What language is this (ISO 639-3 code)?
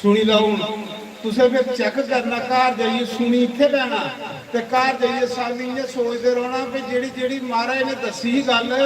doi